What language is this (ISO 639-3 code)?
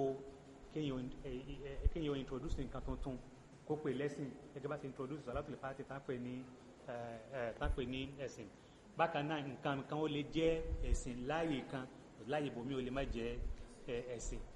yor